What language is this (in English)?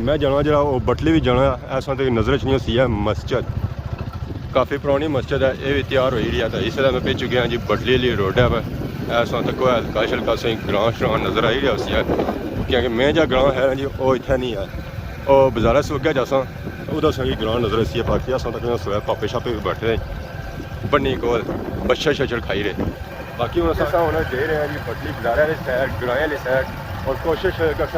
Pahari-Potwari